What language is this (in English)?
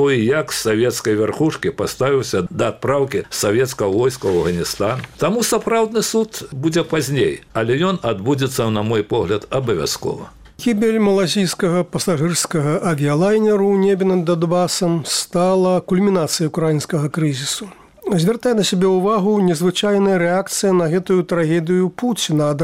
Belarusian